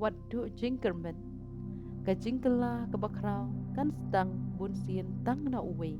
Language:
Khasi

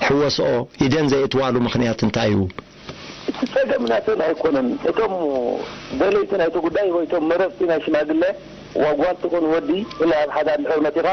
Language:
Tigrinya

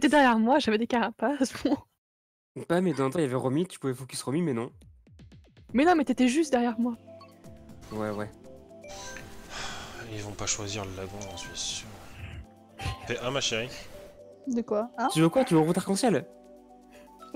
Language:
French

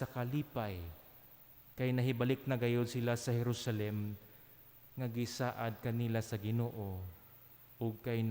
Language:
Cebuano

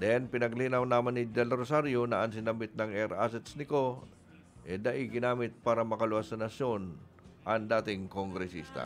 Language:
Bikol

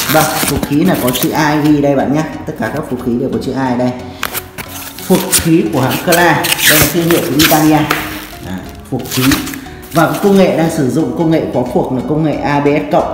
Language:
Vietnamese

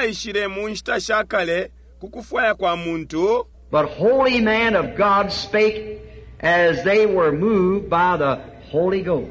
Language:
Bemba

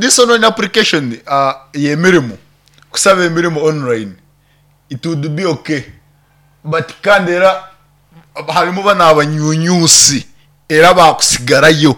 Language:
Nyankole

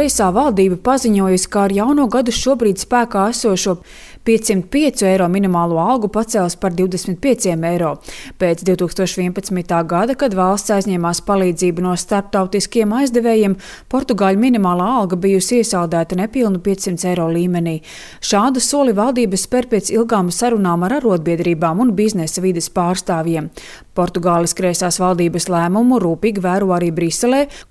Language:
Latvian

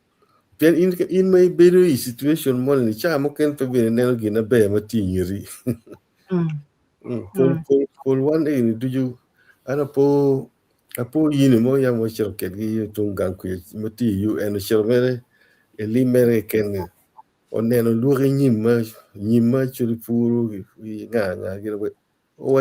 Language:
Acoli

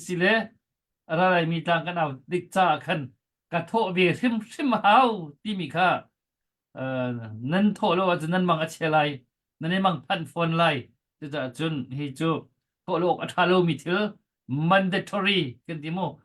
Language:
Hakha Chin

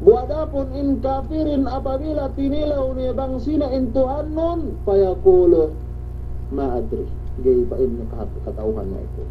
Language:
Yakan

